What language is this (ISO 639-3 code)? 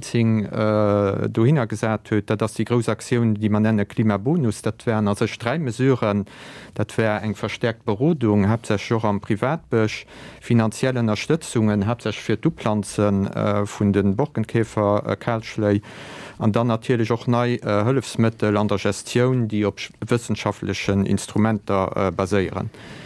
ltz